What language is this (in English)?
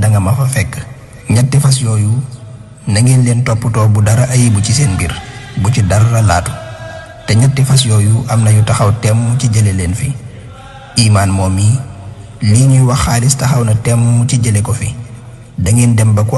Wolof